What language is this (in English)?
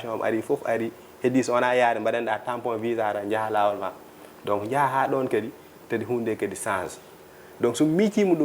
Fula